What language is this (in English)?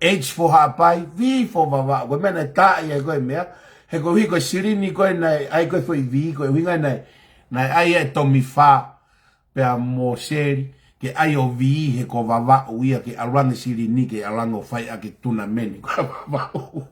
Tongan